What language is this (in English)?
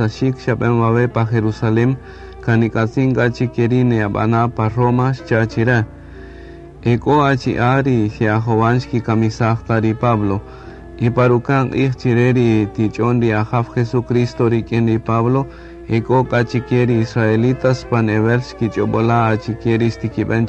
Kaqchikel